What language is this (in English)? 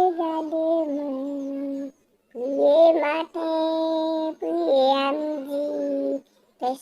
Haitian Creole